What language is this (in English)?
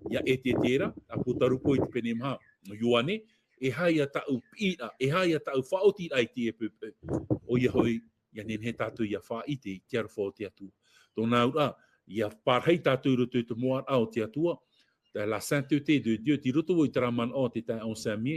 Tahitian